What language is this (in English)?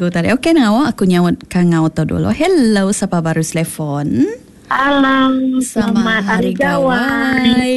Iban